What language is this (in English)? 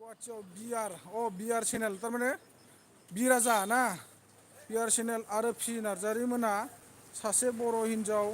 Bodo